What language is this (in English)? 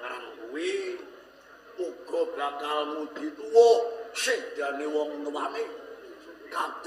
Javanese